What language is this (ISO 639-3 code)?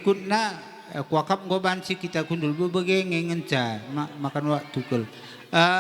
btx